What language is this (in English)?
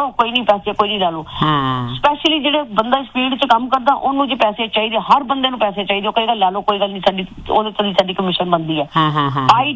Punjabi